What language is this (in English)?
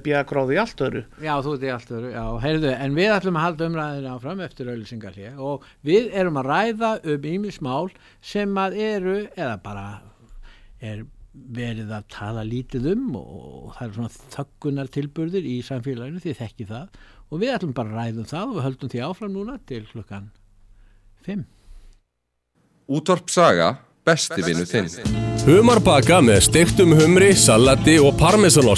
Icelandic